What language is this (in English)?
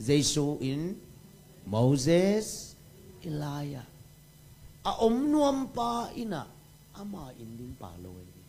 Tedim Chin